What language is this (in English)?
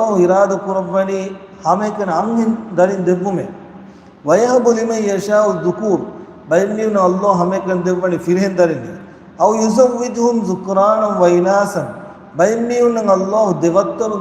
Divehi